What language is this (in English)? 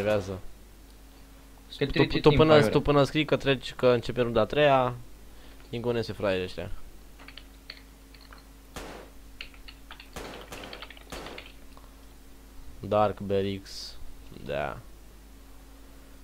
Romanian